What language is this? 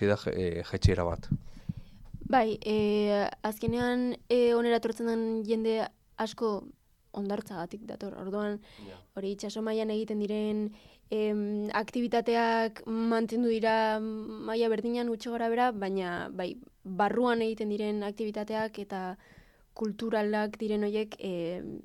Basque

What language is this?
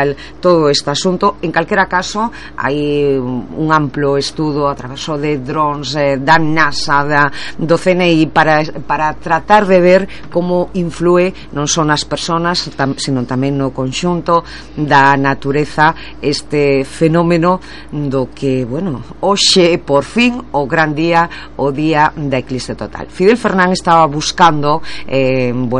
Galician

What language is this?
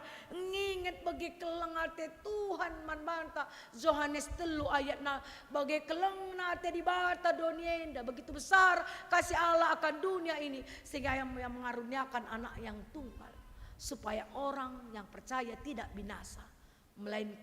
Batak Karo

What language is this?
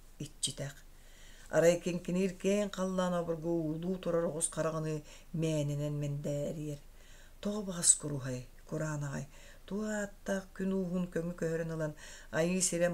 Yakut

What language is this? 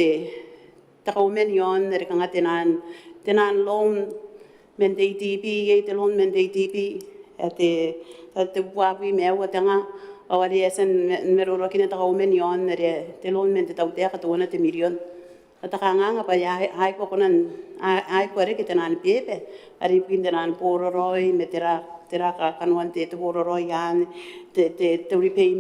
Gilbertese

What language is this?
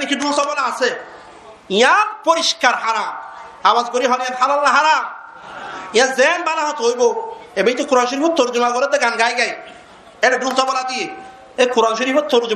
Rohingya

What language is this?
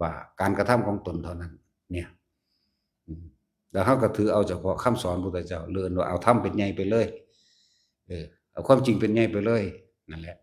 Lao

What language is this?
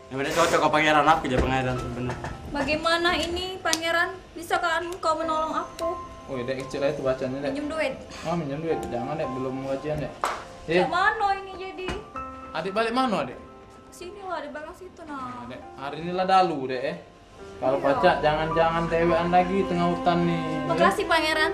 Musi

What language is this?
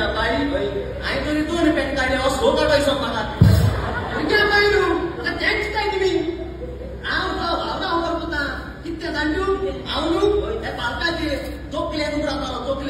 Konkani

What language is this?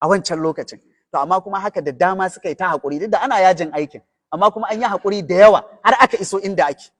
Hausa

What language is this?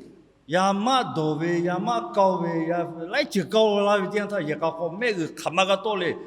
Lahu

